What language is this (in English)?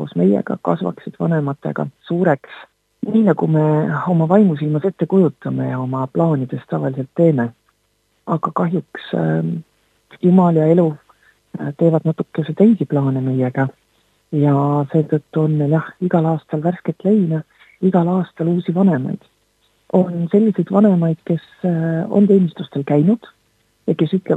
Estonian